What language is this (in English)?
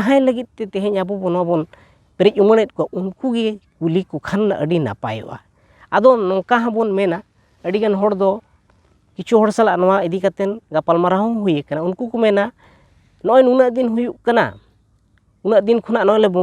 Santali